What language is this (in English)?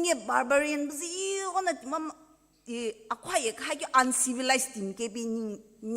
Sumi Naga